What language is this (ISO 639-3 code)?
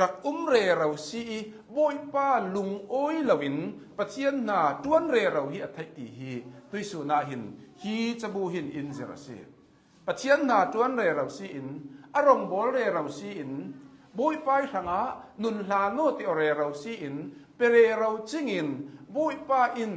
cnh